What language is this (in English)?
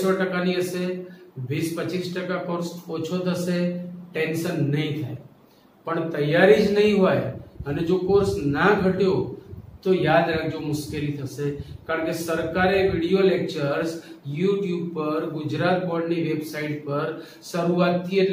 Gujarati